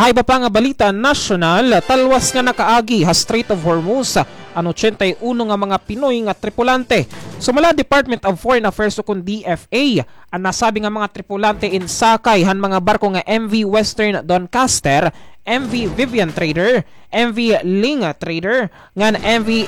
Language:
Waray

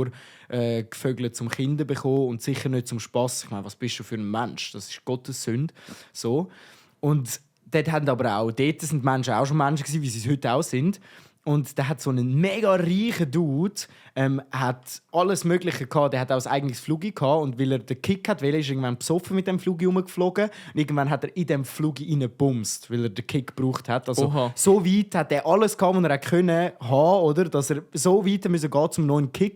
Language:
Swiss German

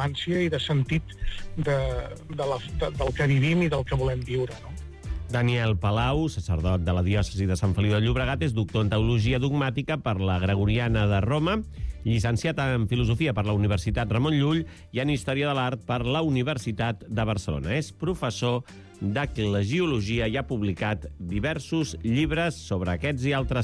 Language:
Catalan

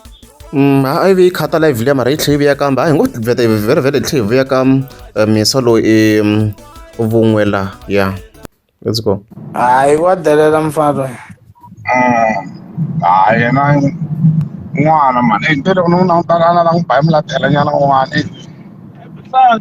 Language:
Tsonga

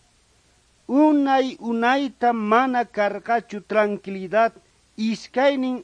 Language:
South Bolivian Quechua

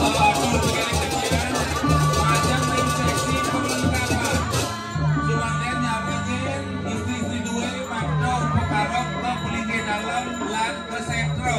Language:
Balinese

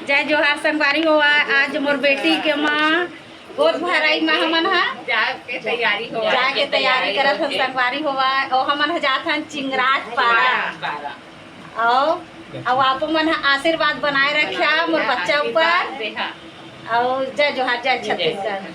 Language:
Chhattisgarhi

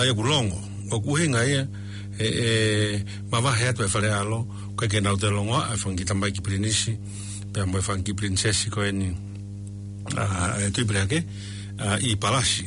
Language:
Tongan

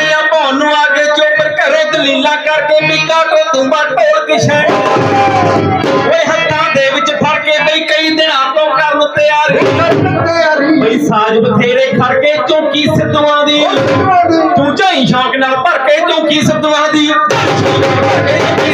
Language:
Punjabi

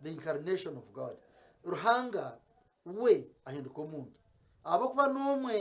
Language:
Nyankole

